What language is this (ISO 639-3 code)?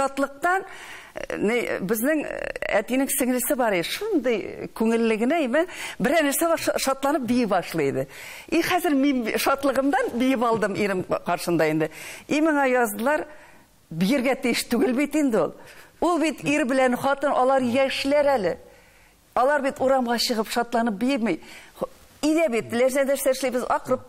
tat